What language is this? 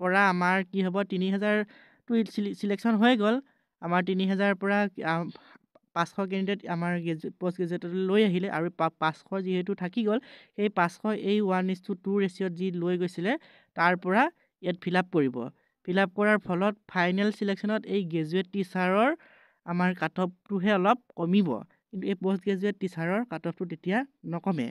Assamese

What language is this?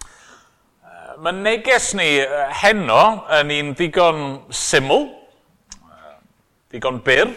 Welsh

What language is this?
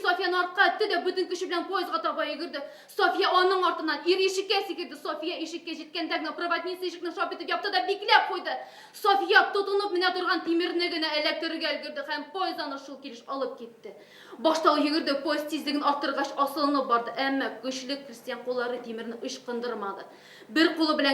Bashkir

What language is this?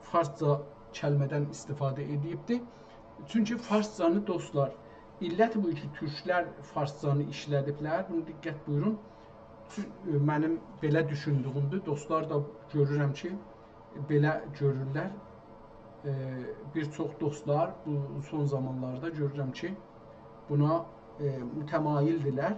South Azerbaijani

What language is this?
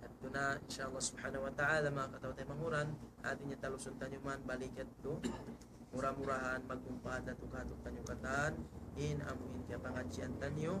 Tausug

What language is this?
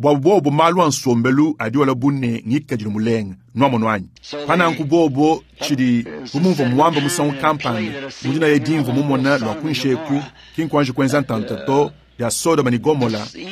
Luba-Lulua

